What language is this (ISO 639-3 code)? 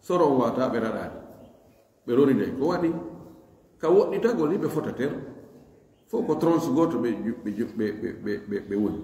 ful